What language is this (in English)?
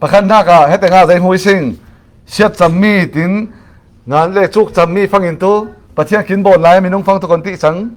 Falam Chin